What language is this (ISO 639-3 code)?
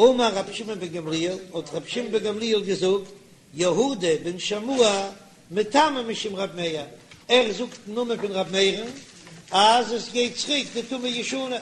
yid